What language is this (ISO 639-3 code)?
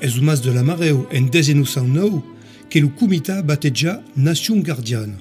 oci